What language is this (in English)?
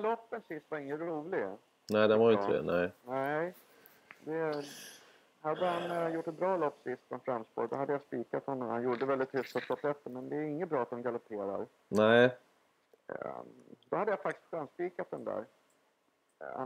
Swedish